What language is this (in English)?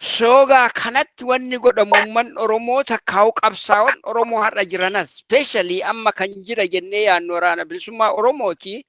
Oromo